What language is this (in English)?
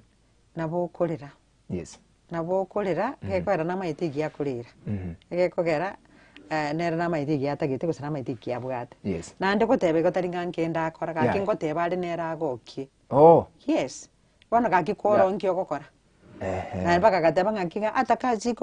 Gusii